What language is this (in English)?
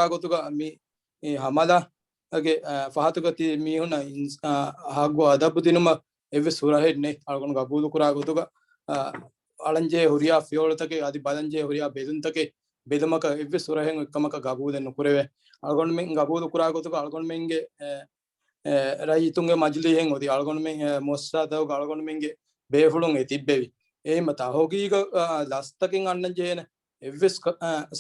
Divehi